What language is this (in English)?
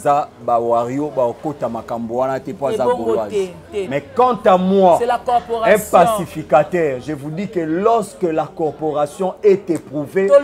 Lingala